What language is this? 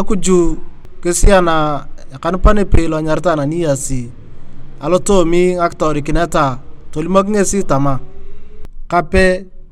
Turkana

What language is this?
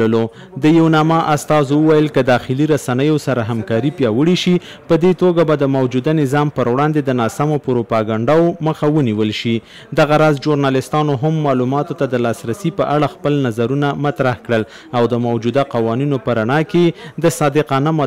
Pashto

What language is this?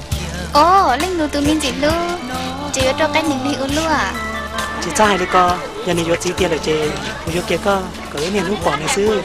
Hmong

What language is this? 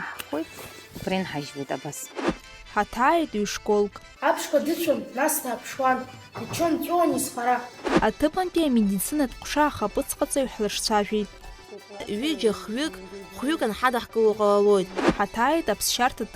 Abkhazian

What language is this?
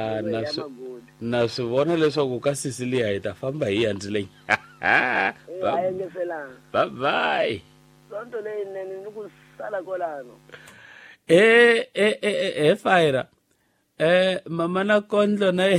Tsonga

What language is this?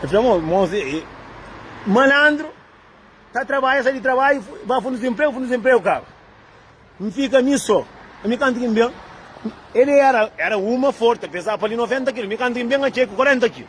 Kabuverdianu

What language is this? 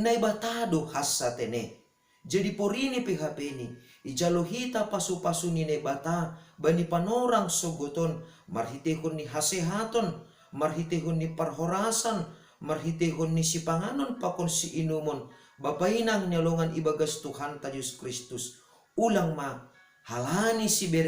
Batak Simalungun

